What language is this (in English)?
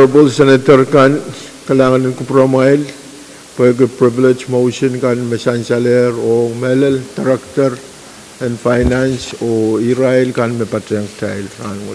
Pohnpeian